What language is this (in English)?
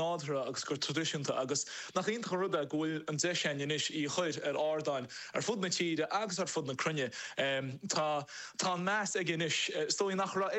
Irish